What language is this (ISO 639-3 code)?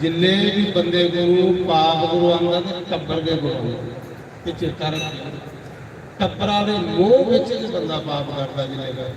doi